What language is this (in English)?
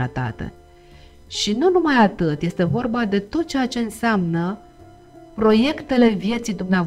Romanian